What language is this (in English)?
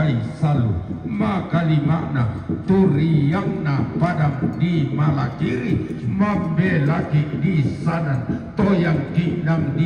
Toraja-Sa'dan